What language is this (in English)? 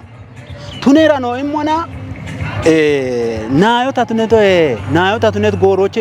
Kafa